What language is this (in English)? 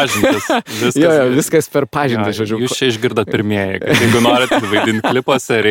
Lithuanian